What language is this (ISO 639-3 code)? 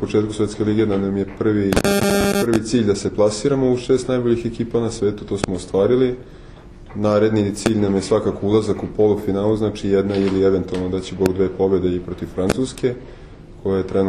srp